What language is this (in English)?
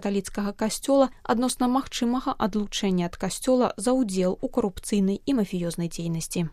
Belarusian